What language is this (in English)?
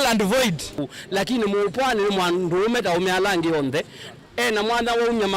Kamba